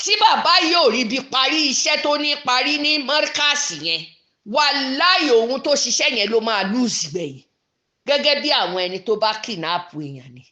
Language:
Yoruba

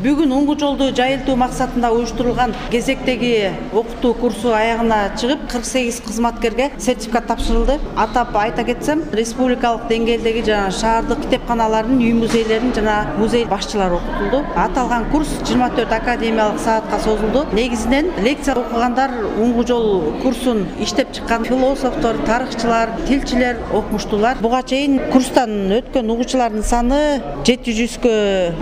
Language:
Kyrgyz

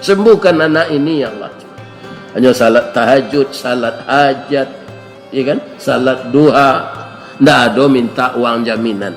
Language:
Minangkabau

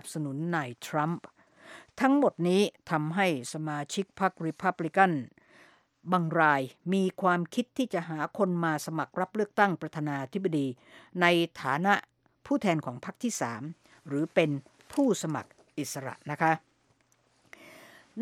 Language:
Thai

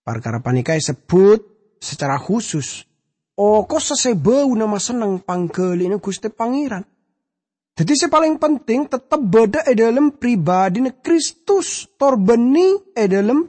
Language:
Madurese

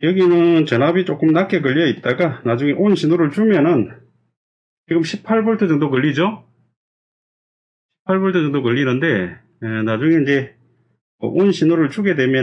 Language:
Korean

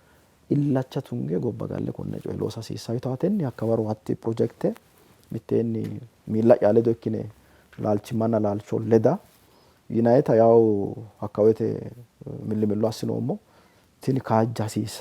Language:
Sidamo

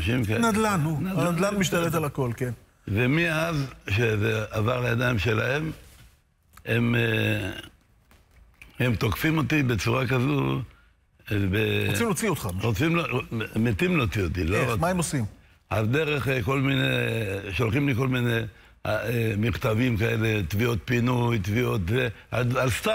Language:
Hebrew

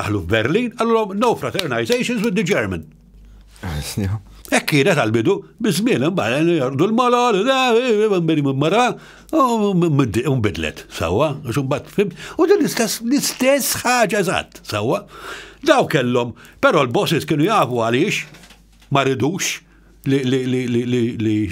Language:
Maltese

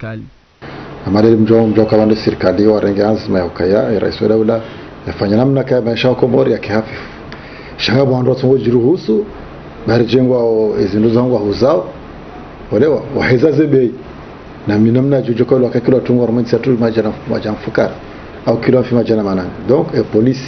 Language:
Ngazidja Comorian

